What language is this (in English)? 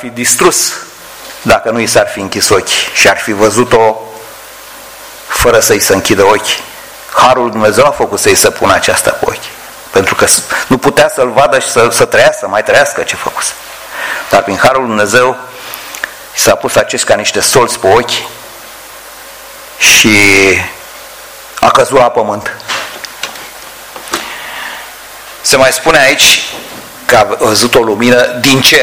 Romanian